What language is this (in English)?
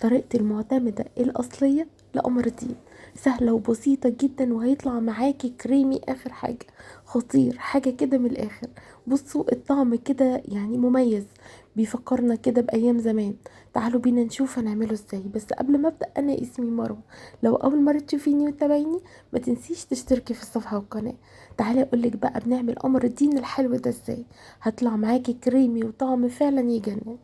Egyptian Arabic